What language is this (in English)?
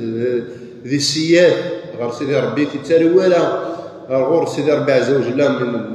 Kabyle